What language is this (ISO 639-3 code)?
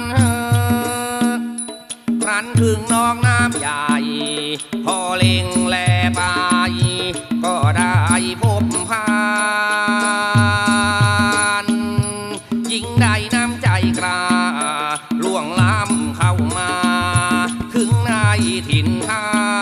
tha